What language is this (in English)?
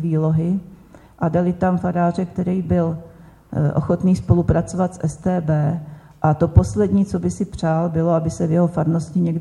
Czech